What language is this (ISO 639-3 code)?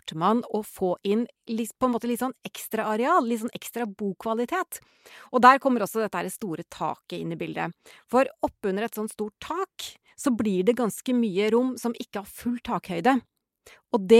nor